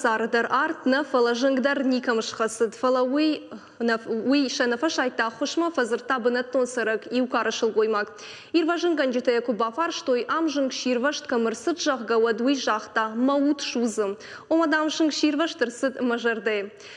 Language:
Ossetic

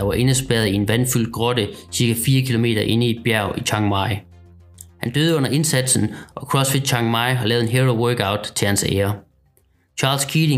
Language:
Danish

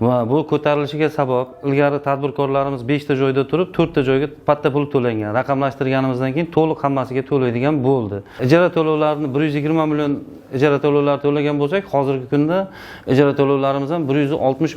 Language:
Uzbek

